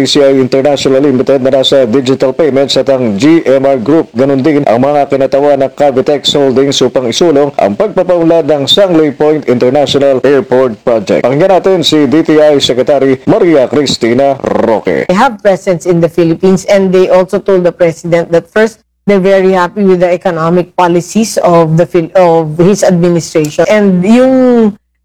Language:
Filipino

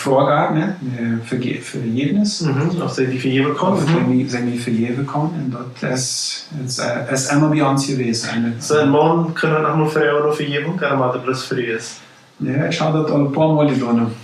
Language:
Plautdietsch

